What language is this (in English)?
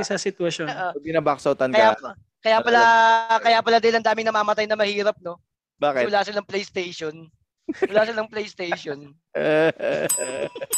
Filipino